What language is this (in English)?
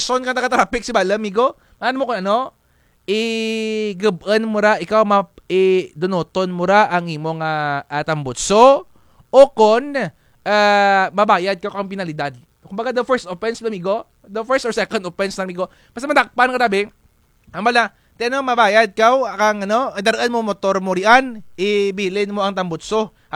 Kinaray-a